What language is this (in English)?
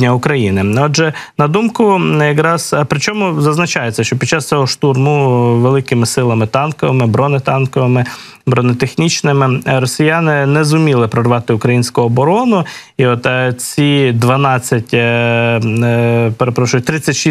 Ukrainian